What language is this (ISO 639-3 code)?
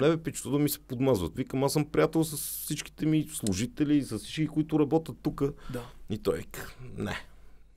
bul